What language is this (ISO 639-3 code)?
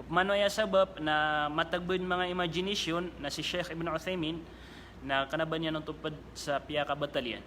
mrw